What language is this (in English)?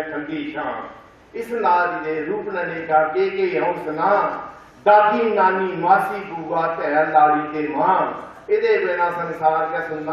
Dogri